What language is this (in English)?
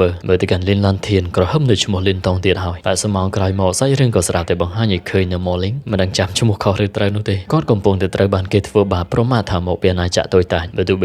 Khmer